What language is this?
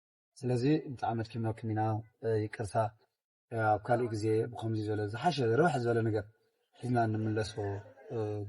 Tigrinya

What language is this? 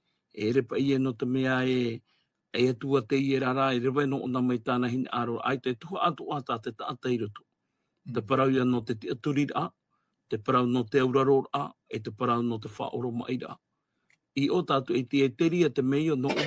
Tahitian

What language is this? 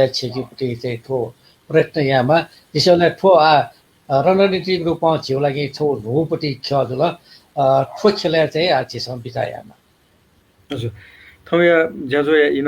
Newari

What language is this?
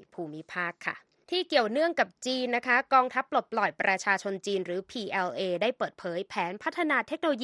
Thai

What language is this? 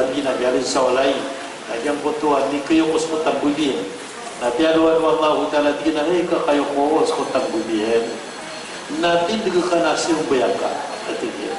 Maranao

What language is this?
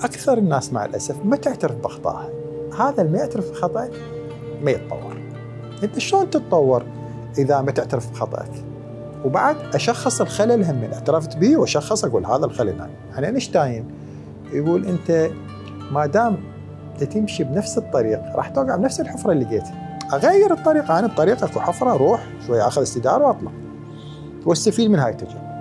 Mesopotamian Arabic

